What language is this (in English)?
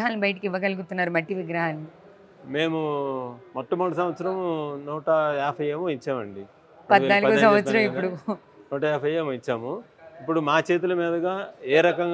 Telugu